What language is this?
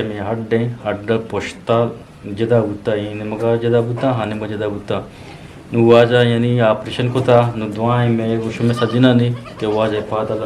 Eastern Balochi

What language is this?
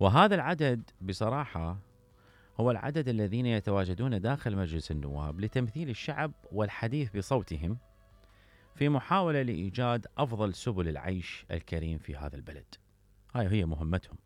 Mesopotamian Arabic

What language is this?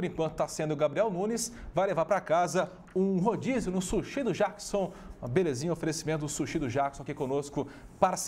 Portuguese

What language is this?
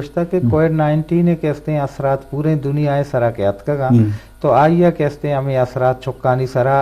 Eastern Balochi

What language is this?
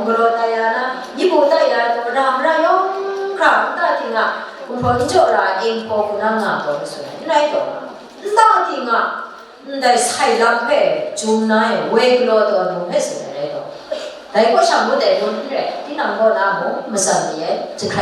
Kachin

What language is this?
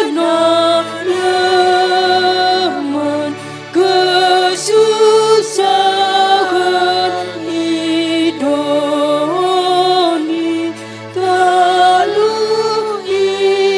Batak Karo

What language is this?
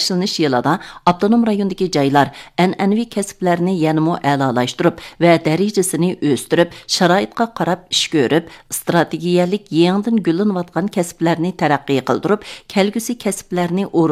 Uyghur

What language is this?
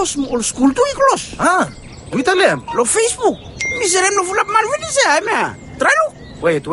Bislama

